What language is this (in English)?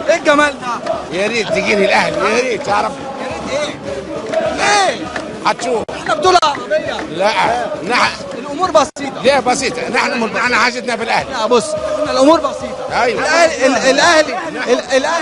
Egyptian Arabic